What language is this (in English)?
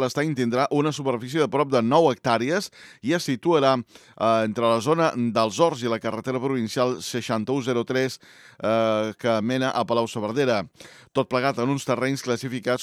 Catalan